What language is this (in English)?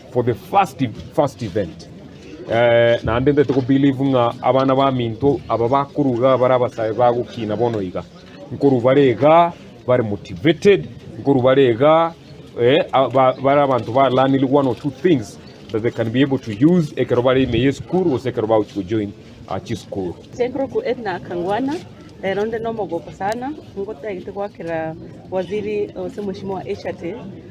Gusii